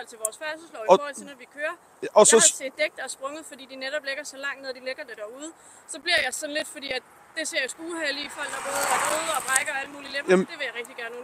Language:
Danish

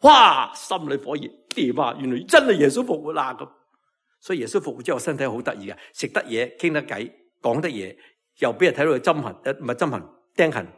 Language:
Cantonese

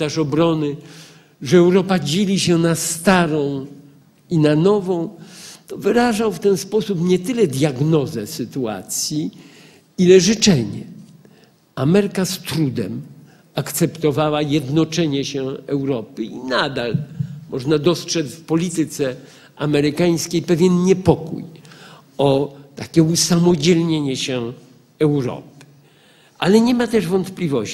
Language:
Polish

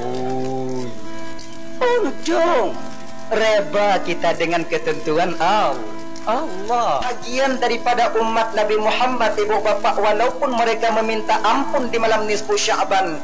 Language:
Achinese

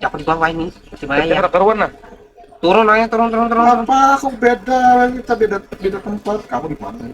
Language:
Banjar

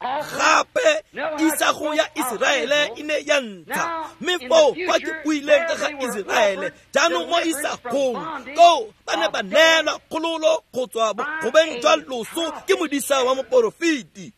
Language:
Tswana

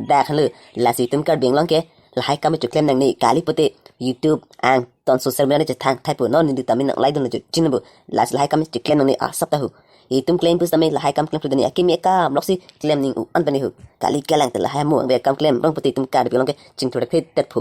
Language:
Karbi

